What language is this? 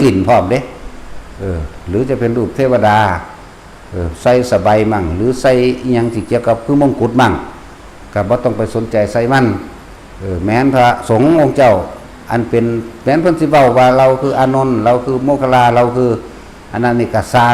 Northeastern Thai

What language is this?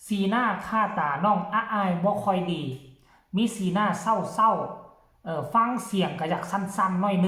Northeastern Thai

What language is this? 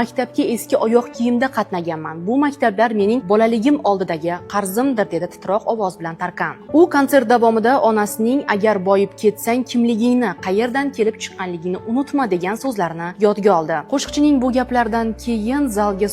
Uzbek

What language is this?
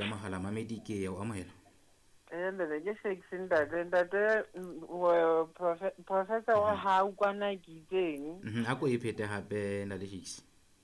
Southern Sotho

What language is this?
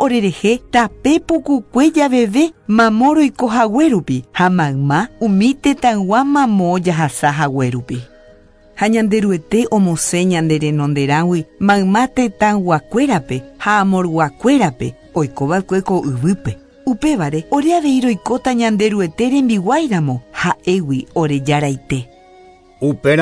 Guarani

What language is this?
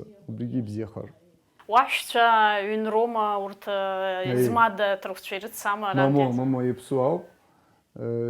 Abkhazian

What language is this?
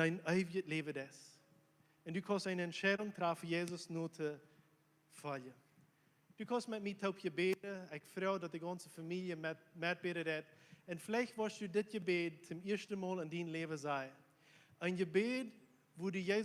Plautdietsch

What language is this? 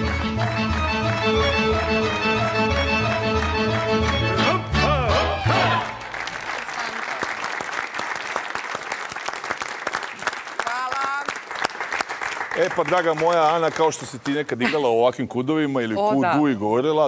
Serbian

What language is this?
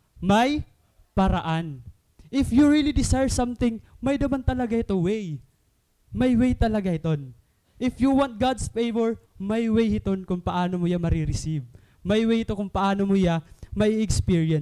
Waray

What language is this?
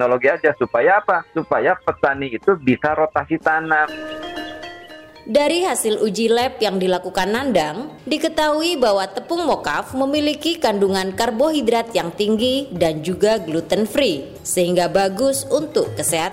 Indonesian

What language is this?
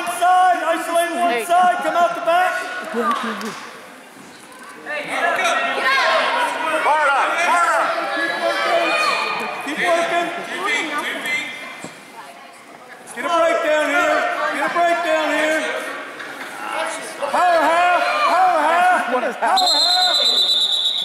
English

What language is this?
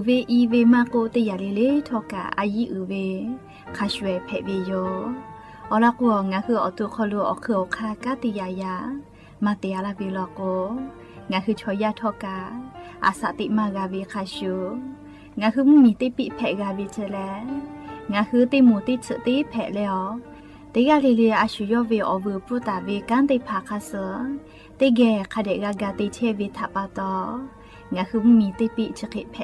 Lahu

